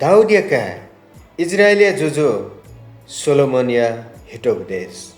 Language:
Newari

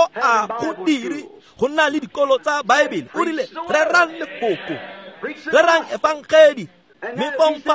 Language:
Tswana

